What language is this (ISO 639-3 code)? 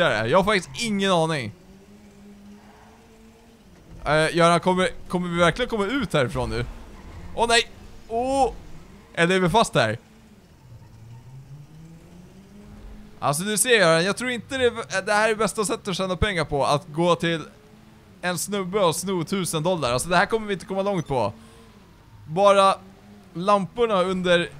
swe